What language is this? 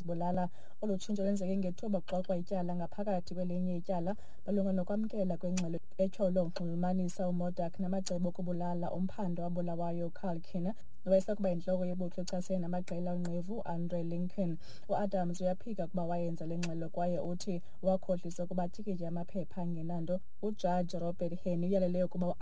Xhosa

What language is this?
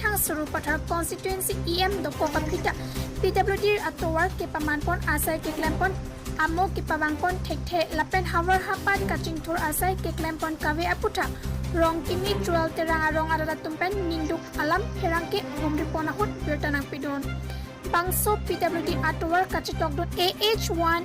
Karbi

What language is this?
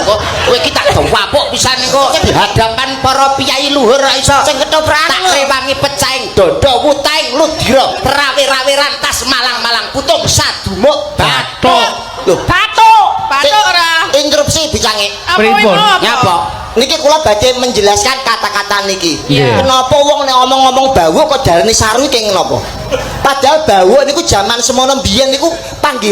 Javanese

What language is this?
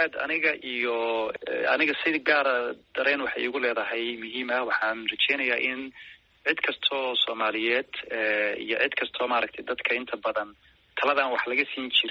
Somali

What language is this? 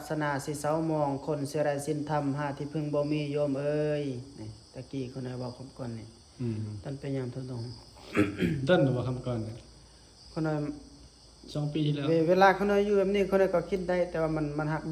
Northeastern Thai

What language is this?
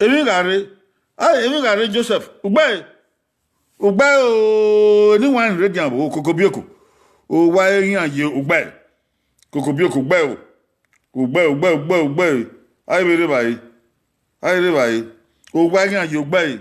Bini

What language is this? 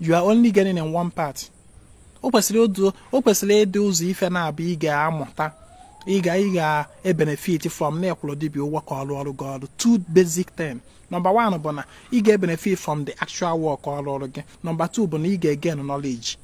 Igbo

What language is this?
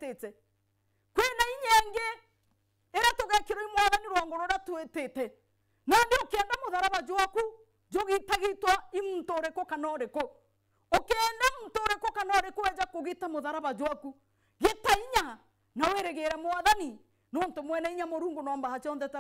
Meru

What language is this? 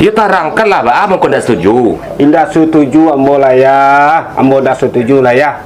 Minangkabau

